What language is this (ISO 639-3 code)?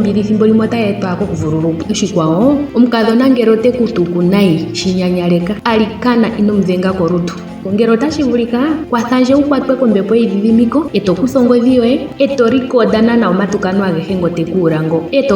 ndo